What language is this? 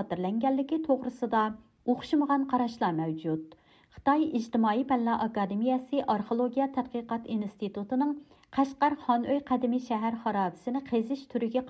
Uyghur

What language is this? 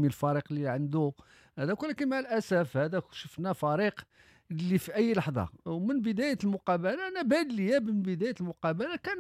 Moroccan Arabic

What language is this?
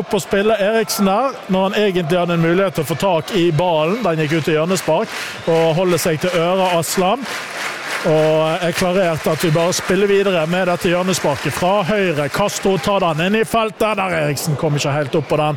Norwegian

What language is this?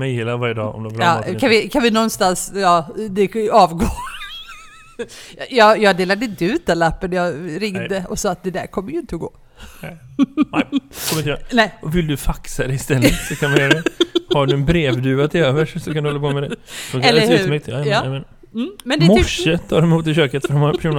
Swedish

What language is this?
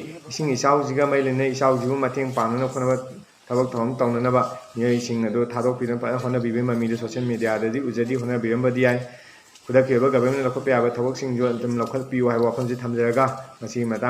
Manipuri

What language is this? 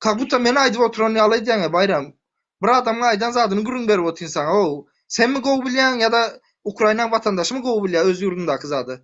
Turkmen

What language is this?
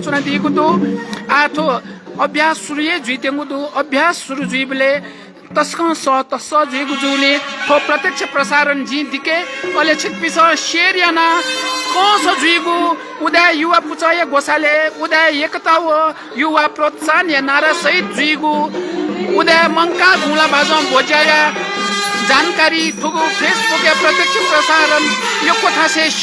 Newari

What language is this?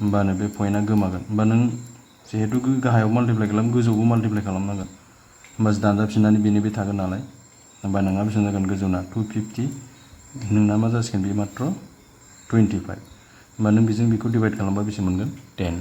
Bodo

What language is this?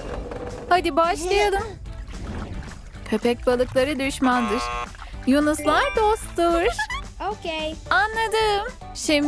Turkish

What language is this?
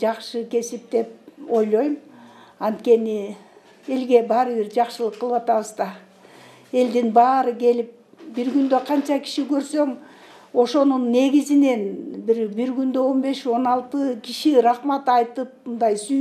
Kyrgyz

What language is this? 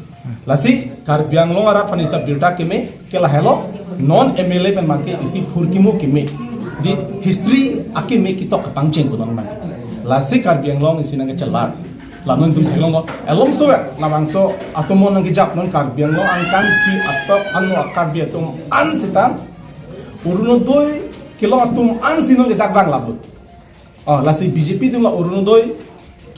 Karbi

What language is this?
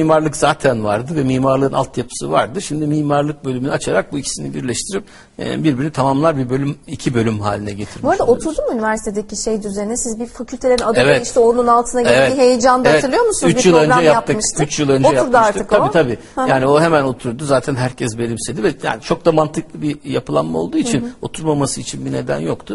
Turkish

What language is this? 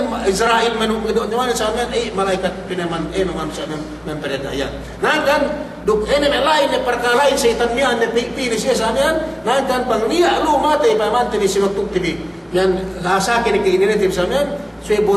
Yakan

